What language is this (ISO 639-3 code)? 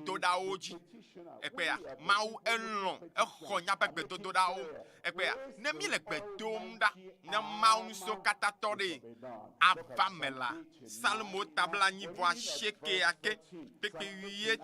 ewe